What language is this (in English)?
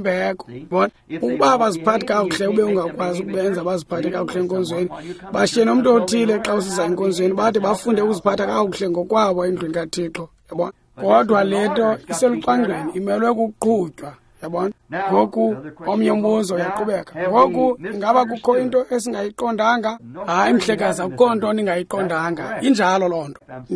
Xhosa